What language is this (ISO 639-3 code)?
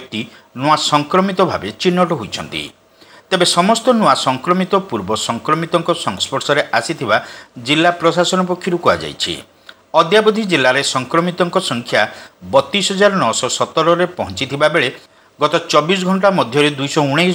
ori